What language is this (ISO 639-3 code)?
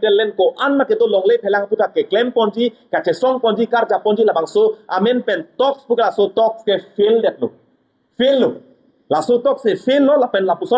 mjw